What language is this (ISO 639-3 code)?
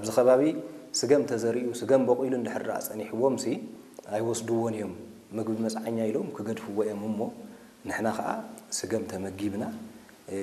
tir